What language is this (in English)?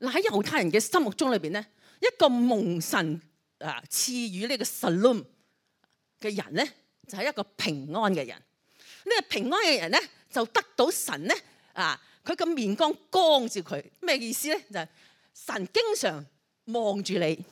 Cantonese